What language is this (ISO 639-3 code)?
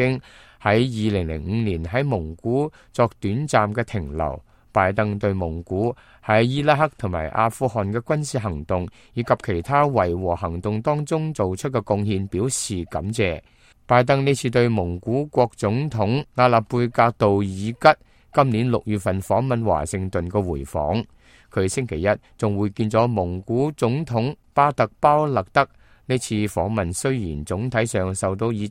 yue